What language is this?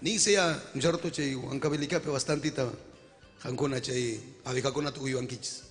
Ayacucho Quechua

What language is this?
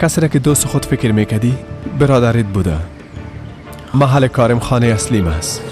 Persian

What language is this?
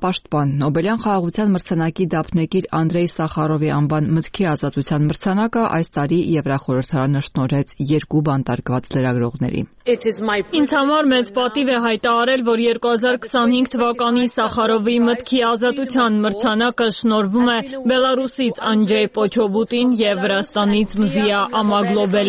Armenian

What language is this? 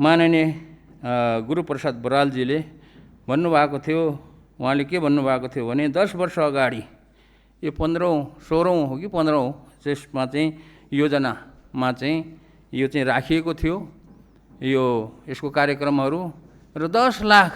Nepali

